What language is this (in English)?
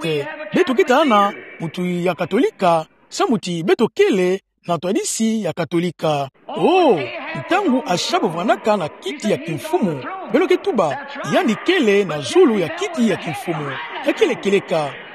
Kituba (Democratic Republic of Congo)